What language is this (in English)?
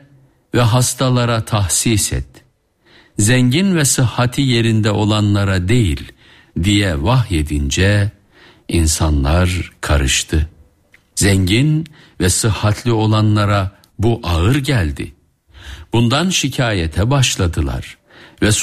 Turkish